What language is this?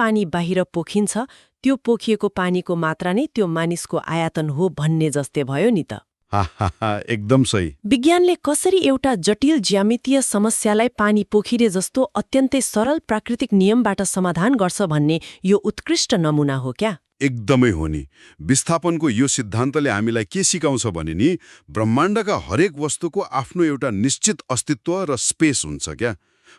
Nepali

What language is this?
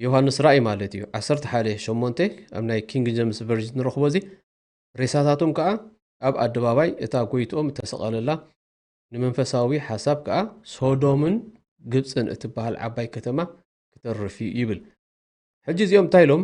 Tigrinya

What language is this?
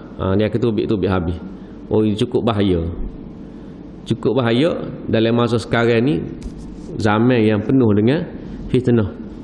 Malay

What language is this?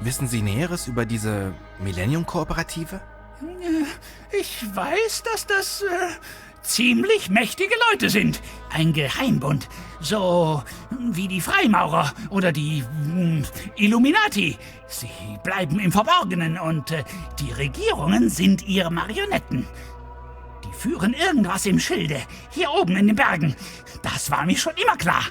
Bavarian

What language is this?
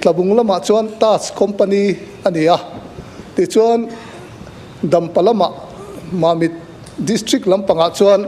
Mizo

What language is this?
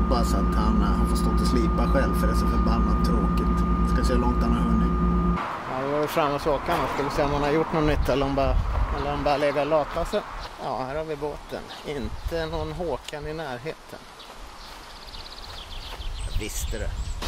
Swedish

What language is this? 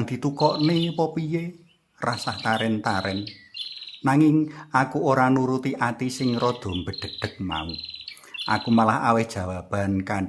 Javanese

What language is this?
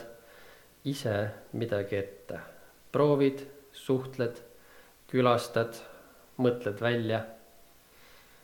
Estonian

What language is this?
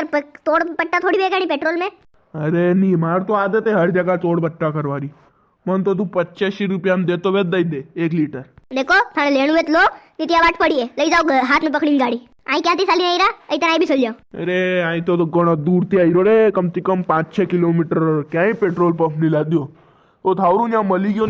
Rajasthani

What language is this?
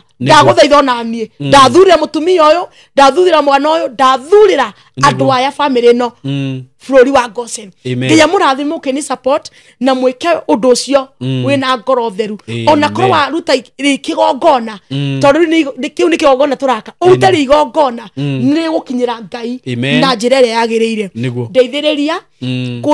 Kikuyu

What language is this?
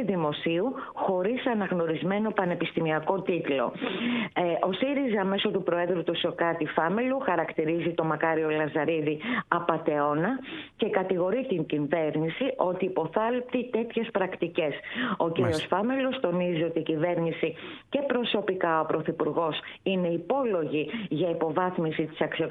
Greek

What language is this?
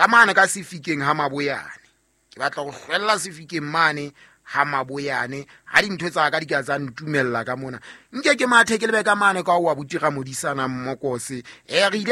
Southern Sotho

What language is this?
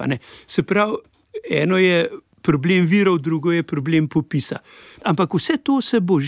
Slovenian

